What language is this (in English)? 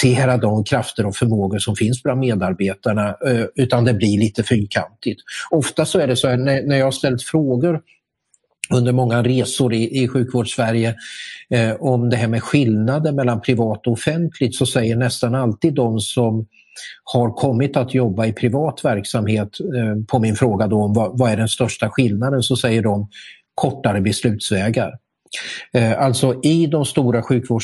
Swedish